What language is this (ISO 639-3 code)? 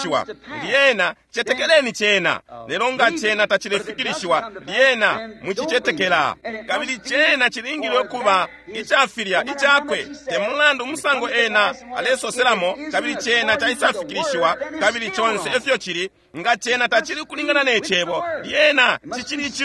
bem